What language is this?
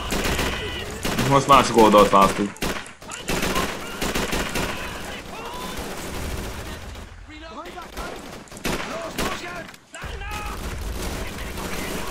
Hungarian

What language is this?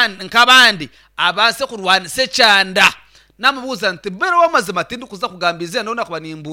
Nyankole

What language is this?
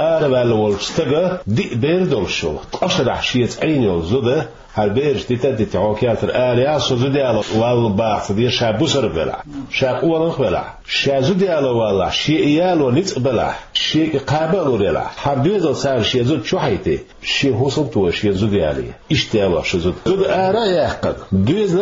Chechen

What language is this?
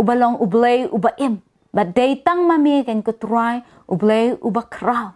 Khasi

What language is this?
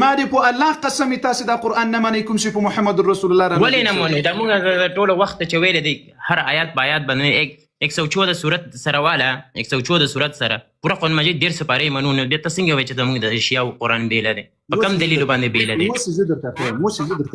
Pashto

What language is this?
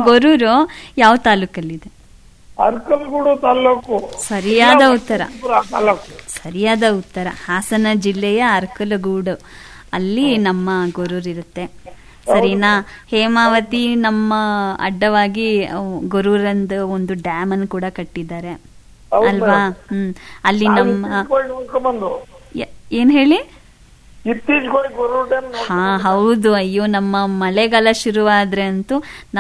Kannada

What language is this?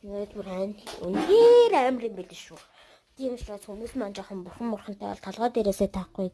Mongolian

